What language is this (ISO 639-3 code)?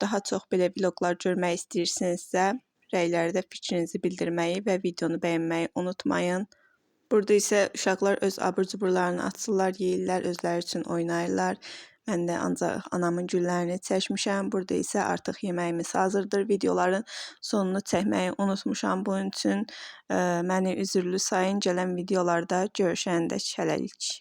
aze